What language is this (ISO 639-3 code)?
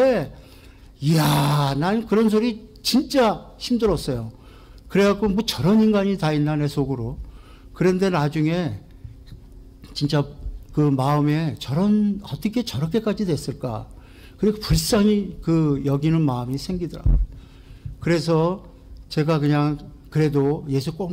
kor